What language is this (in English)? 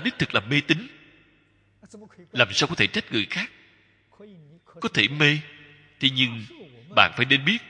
Vietnamese